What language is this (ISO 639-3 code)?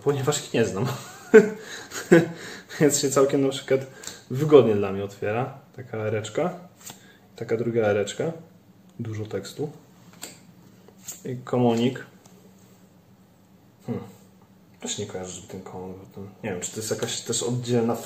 pol